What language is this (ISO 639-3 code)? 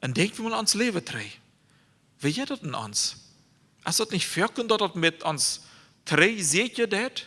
pdt